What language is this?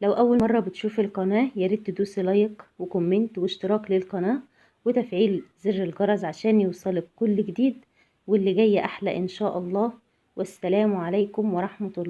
Egyptian Arabic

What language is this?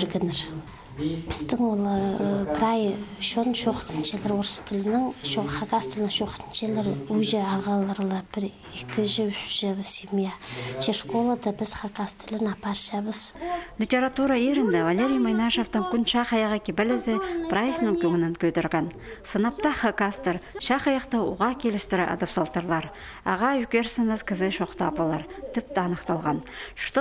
Khakas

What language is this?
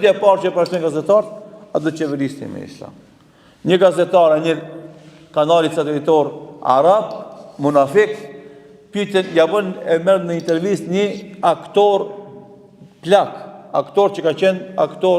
Albanian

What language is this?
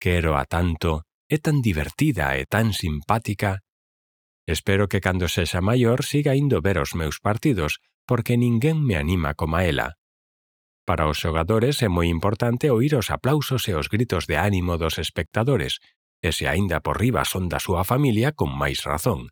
Galician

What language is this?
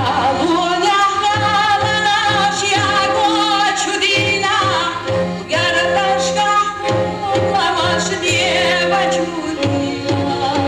Chechen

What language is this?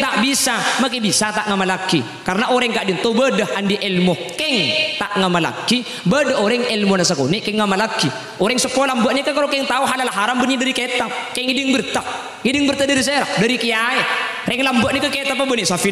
Madurese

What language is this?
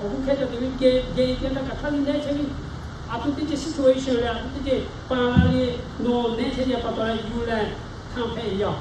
Lahu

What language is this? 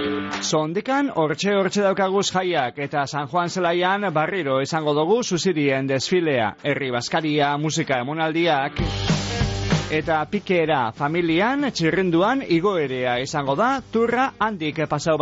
Basque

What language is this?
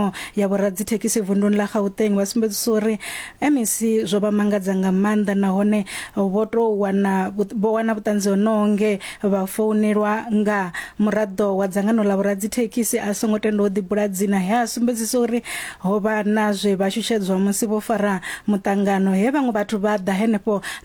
Venda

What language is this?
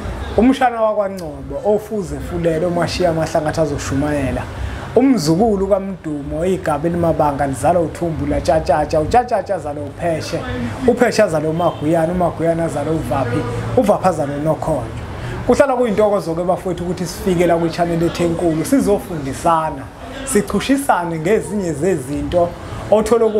Zulu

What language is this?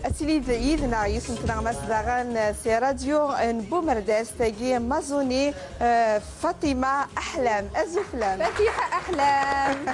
Kabyle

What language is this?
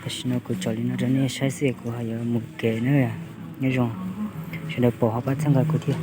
Hmong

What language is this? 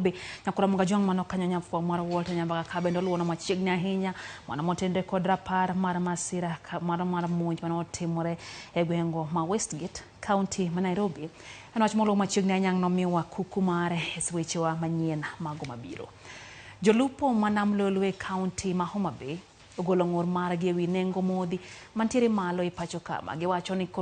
Luo (Kenya and Tanzania)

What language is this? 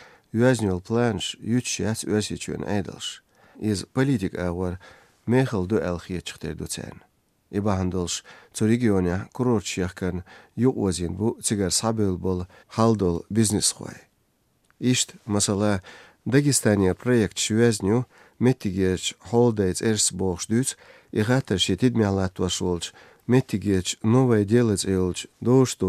Chechen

